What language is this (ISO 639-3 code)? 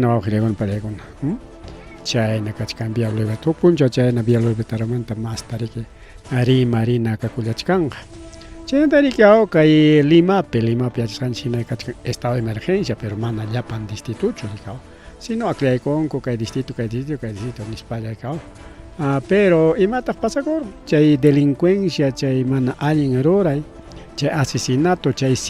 quy